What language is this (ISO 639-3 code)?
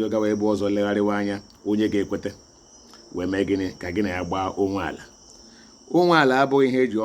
ibo